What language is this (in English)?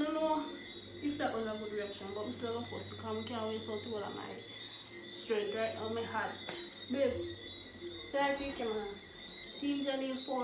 Jamaican Creole English